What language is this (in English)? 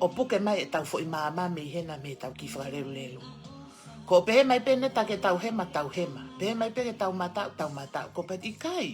Tongan